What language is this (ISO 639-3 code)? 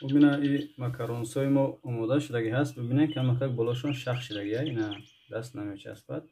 tgk